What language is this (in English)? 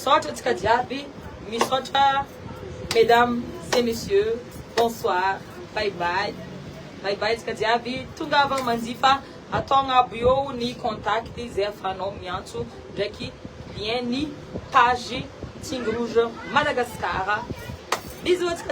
Malagasy